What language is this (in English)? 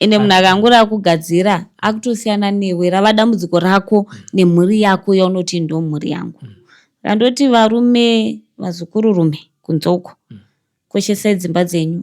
Shona